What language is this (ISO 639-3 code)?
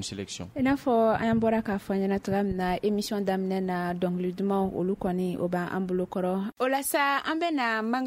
bam